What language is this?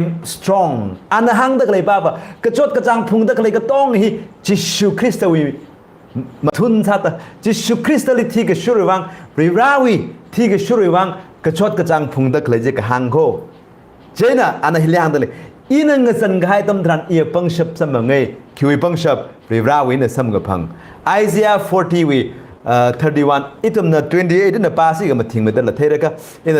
Tangkhul Naga (India)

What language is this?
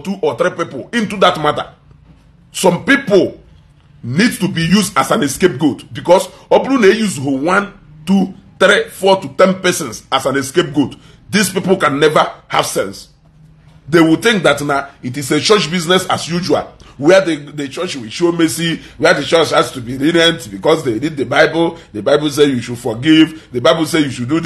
Igbo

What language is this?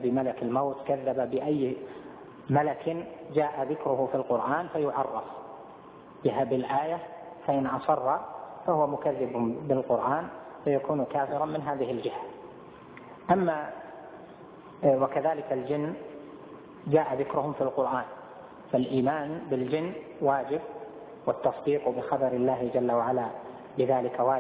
Arabic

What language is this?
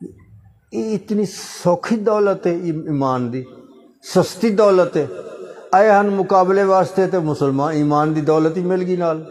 Saraiki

